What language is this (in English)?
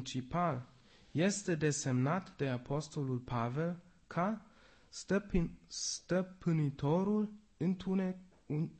Romanian